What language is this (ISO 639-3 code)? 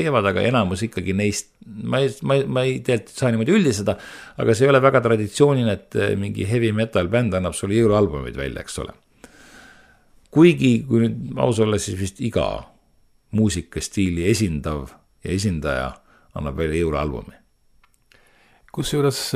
est